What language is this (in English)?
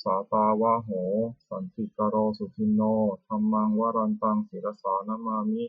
Pali